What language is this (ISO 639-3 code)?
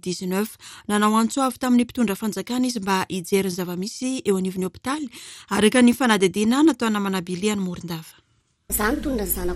mlg